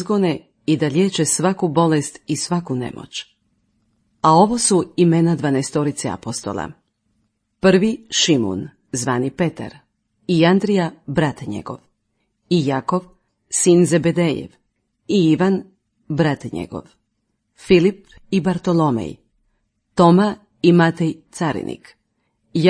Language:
Croatian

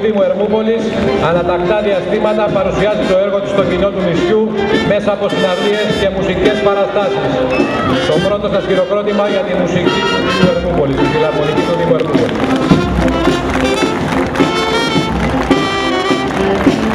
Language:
Greek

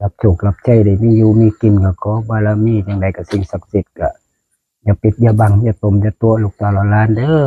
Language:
Northeastern Thai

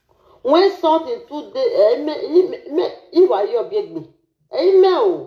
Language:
Nigerian Pidgin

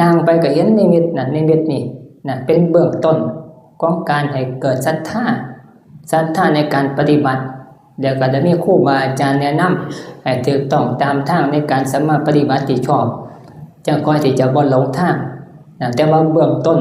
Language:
Northeastern Thai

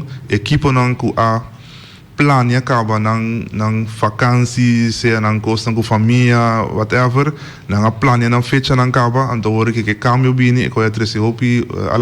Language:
Papiamento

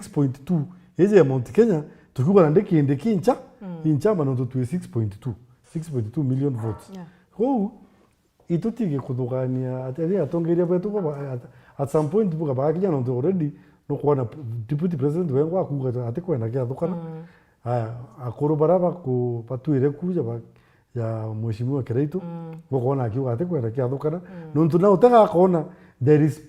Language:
Meru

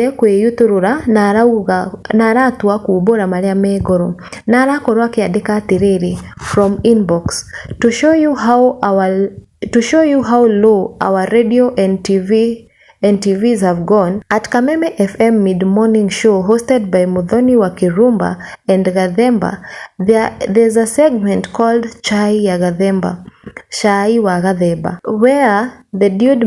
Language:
Kikuyu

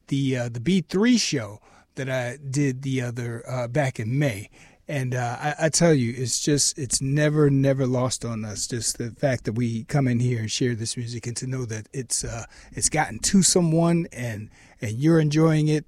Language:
English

